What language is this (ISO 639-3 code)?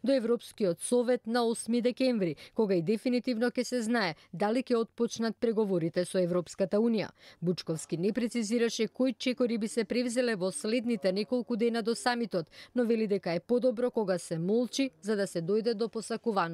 mkd